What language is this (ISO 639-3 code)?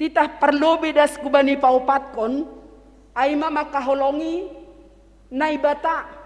bts